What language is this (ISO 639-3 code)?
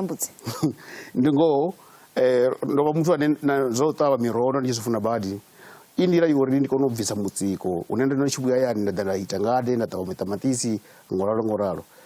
ven